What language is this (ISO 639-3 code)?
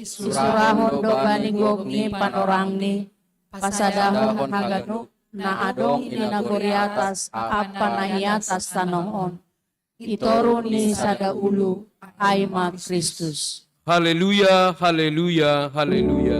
bts